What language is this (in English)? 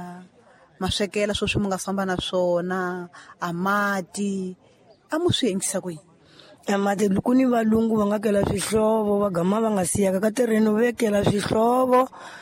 Tsonga